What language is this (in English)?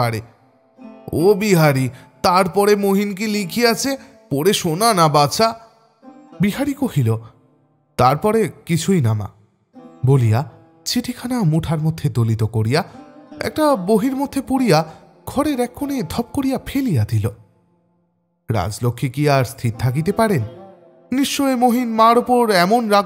Bangla